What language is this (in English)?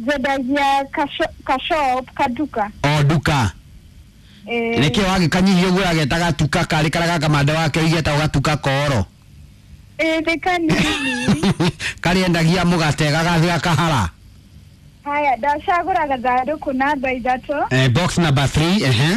Kikuyu